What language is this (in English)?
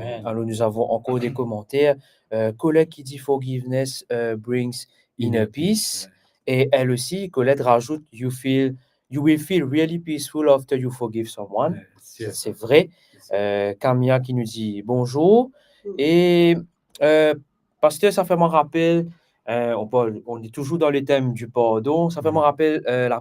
Morisyen